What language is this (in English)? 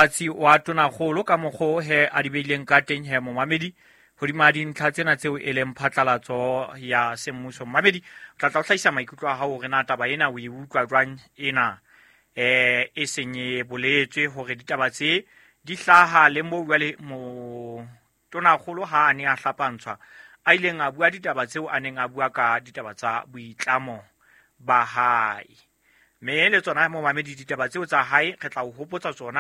Southern Sotho